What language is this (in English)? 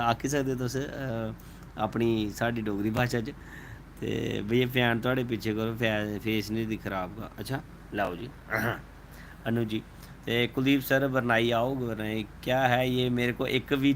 Dogri